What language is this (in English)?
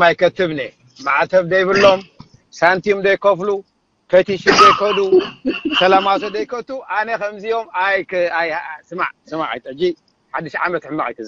Tigrinya